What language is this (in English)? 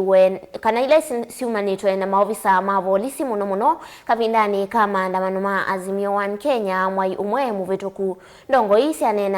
Kamba